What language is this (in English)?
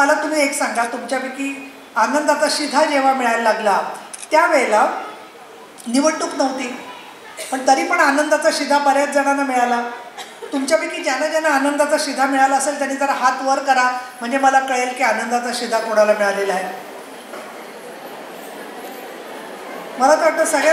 Marathi